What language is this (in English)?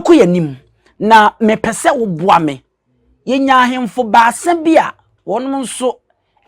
Akan